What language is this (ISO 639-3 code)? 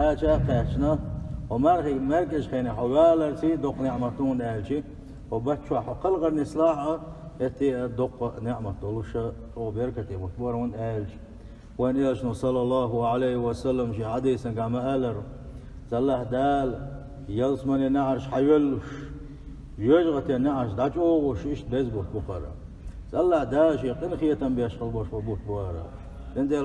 che